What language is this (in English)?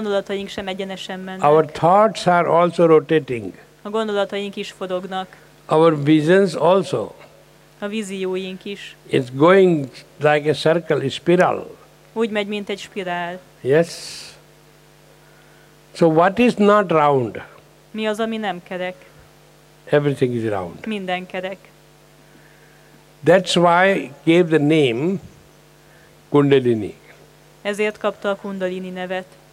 Hungarian